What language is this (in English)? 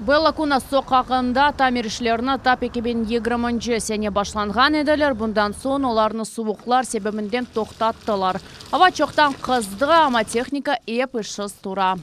Crimean Tatar